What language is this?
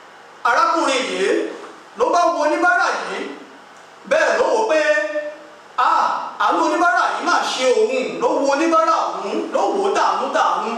Yoruba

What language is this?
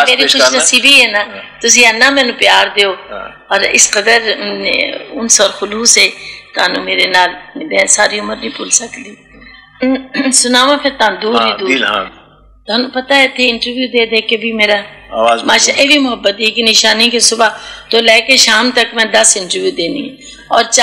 Urdu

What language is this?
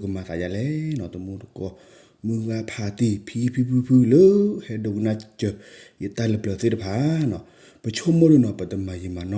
S'gaw Karen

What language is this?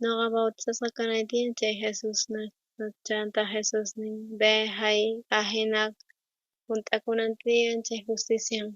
South Bolivian Quechua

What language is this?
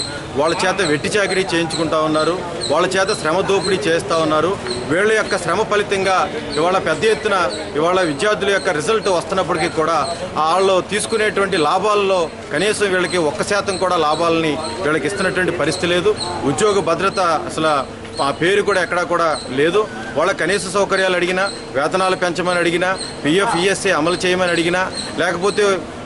Telugu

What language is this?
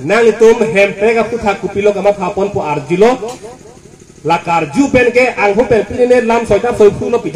Karbi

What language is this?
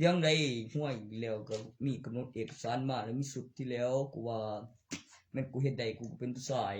Northeastern Thai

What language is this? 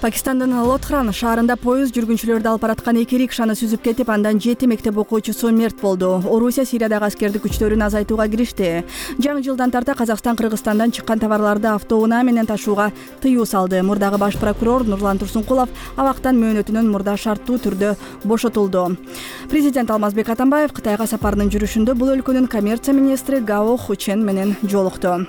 Kyrgyz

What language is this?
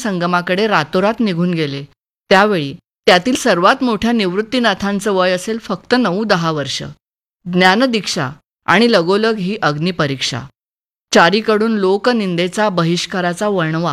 Marathi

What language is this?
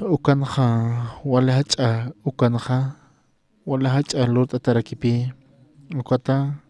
Aymara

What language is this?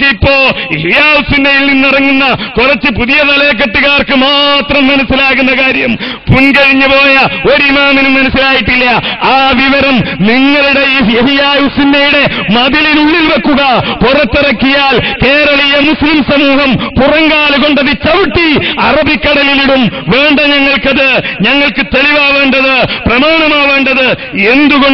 Malayalam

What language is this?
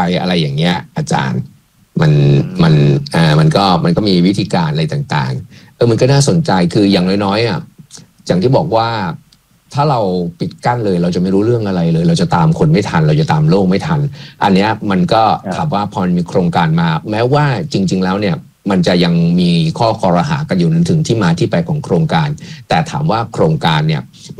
Thai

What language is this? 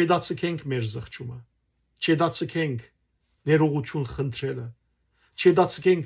Western Armenian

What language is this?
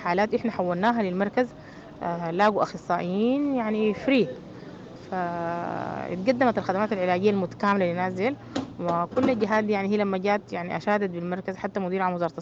Sudanese Arabic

